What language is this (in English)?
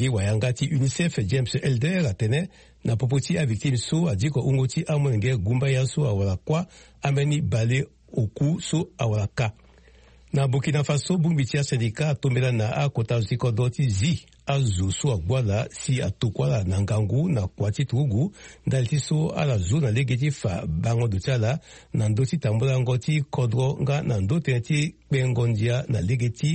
Sango